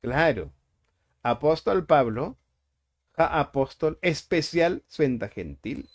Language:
Tzotzil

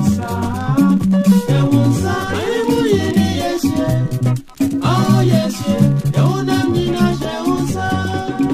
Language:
English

